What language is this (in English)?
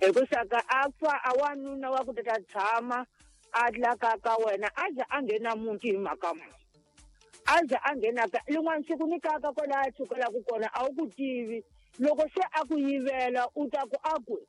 Tsonga